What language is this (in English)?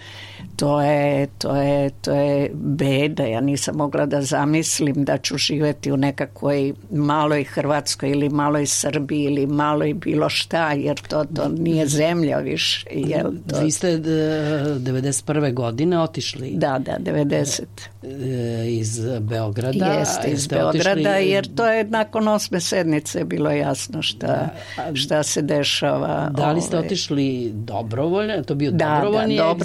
Serbian